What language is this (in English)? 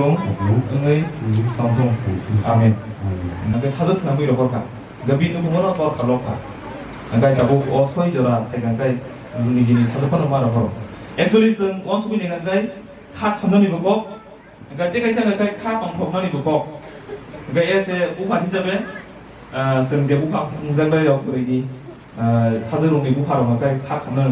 Kok Borok